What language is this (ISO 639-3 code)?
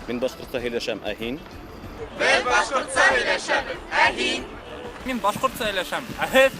bak